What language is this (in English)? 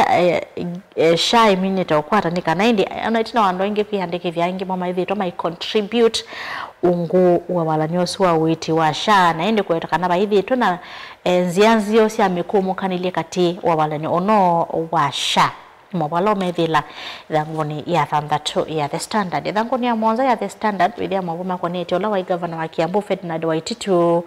Kamba